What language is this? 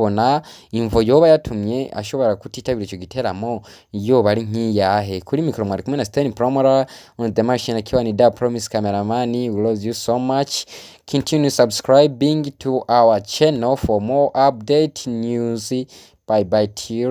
Rundi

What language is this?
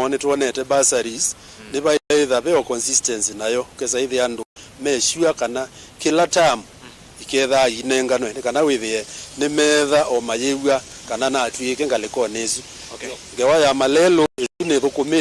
Kamba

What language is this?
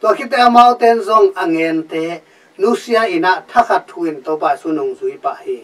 Tedim Chin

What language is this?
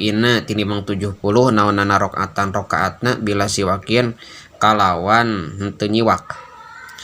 Sundanese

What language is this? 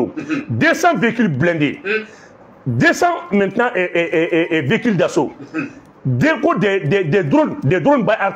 Bambara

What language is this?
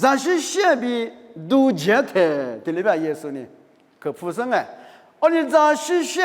Lisu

